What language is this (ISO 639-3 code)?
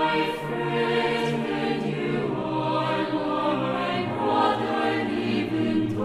quh